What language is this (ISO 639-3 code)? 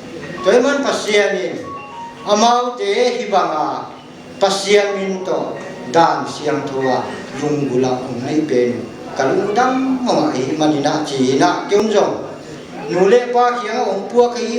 pck